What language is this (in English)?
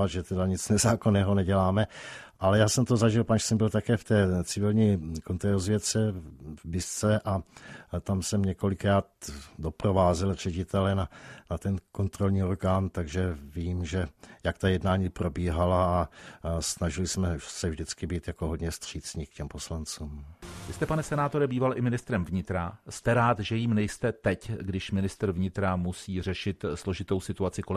Czech